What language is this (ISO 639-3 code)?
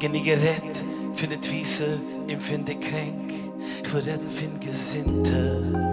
yid